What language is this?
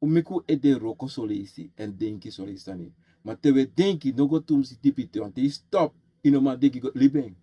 Sranan Tongo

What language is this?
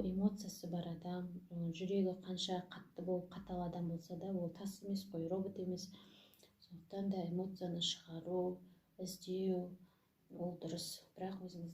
Kazakh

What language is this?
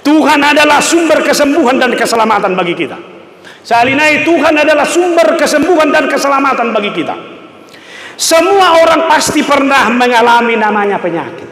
Batak Toba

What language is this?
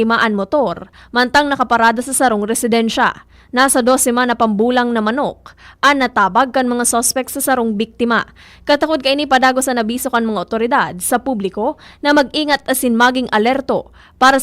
Bikol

